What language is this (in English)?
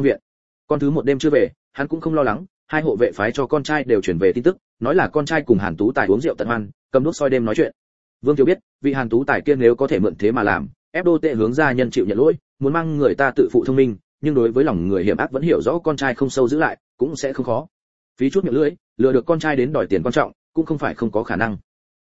Vietnamese